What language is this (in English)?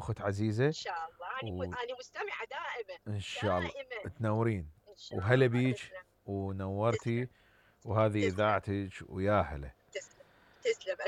Mesopotamian Arabic